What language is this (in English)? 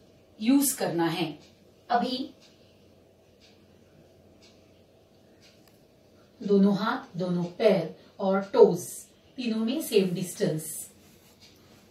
Hindi